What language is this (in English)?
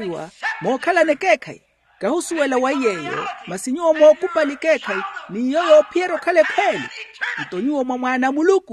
Makhuwa